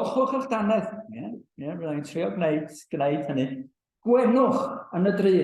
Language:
Welsh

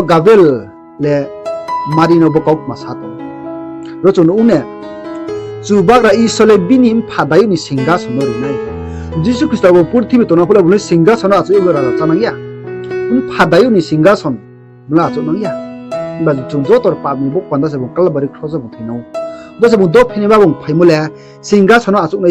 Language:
Riang (India)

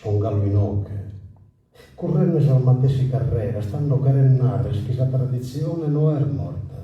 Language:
Sardinian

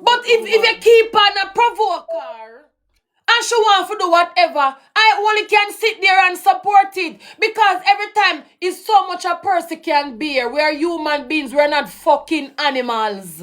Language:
Jamaican Creole English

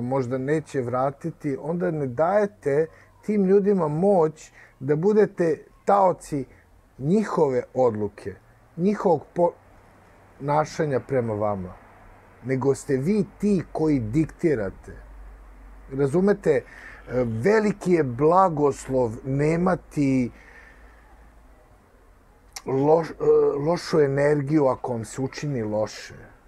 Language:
Serbian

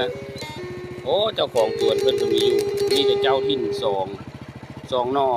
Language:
Northeastern Thai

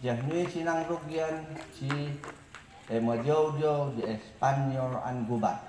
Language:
Mayoyao Ifugao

